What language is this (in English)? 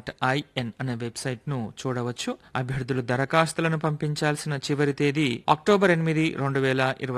Telugu